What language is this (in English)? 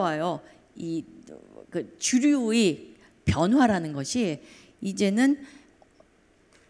Korean